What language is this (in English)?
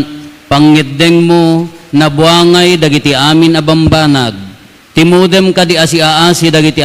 Iloko